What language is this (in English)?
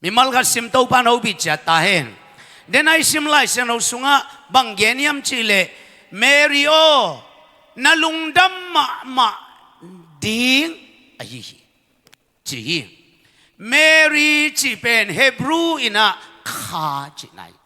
Tedim Chin